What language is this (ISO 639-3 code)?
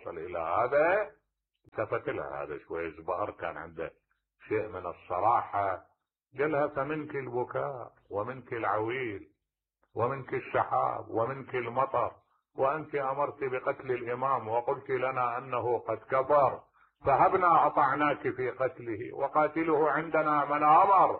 acm